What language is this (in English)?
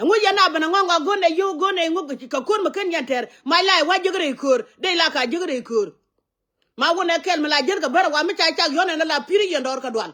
Nuer